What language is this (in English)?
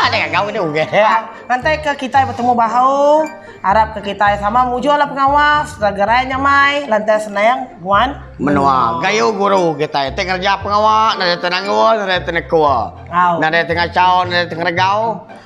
Iban